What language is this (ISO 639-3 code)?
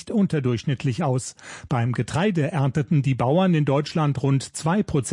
deu